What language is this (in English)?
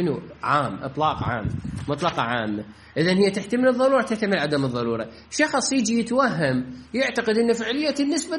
Mesopotamian Arabic